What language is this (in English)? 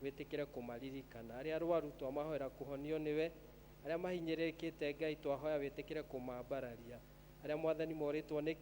Kikuyu